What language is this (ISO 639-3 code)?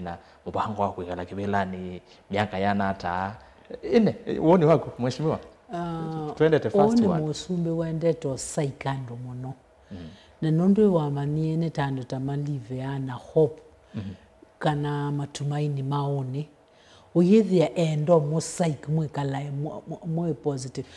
kam